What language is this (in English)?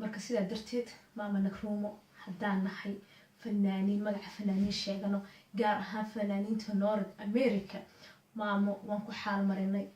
Somali